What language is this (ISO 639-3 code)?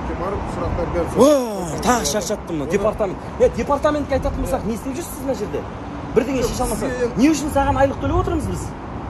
kaz